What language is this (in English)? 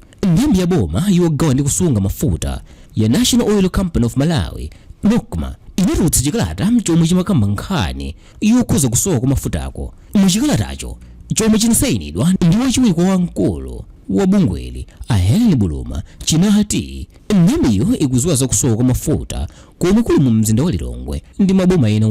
Nyanja